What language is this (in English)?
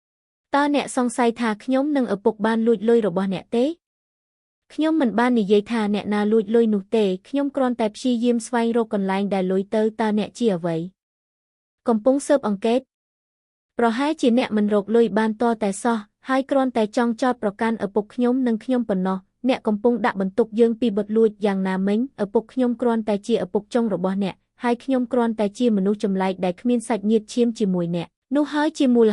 Khmer